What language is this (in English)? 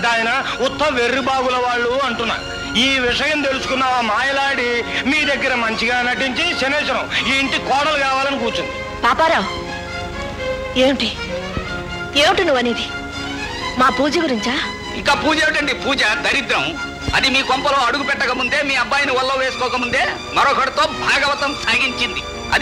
Telugu